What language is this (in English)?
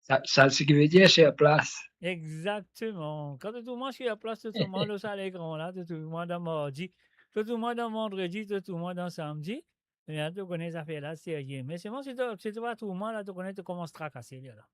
Morisyen